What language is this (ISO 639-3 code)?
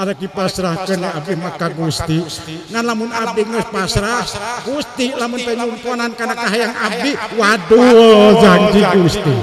sun